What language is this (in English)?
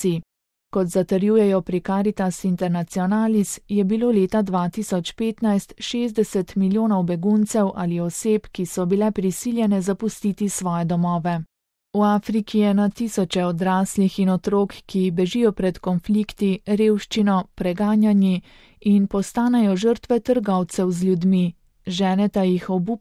Slovenian